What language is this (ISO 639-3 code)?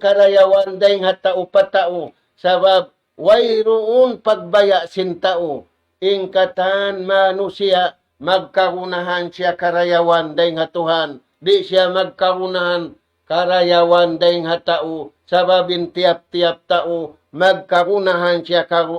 tsg